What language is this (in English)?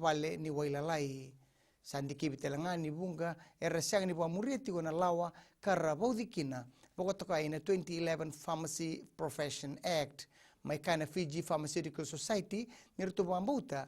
Fijian